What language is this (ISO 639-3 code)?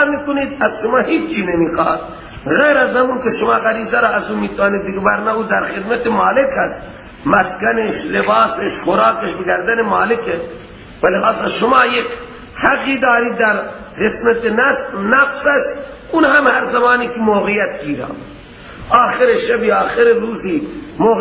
fas